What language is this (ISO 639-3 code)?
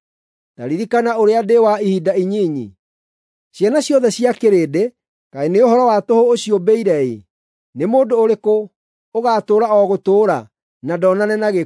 kik